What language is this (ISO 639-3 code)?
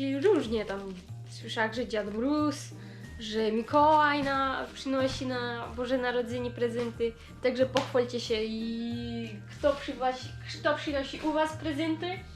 szl